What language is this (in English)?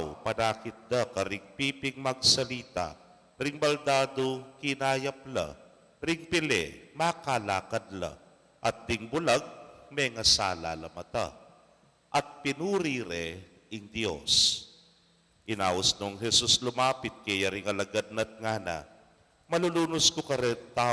Pampanga